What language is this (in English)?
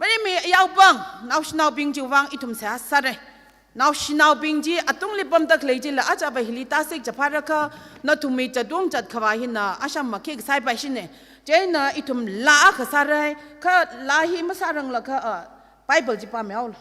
Tangkhul Naga (India)